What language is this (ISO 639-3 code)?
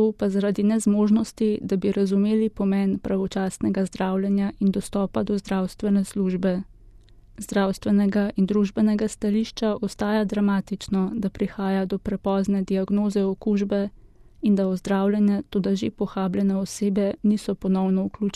slv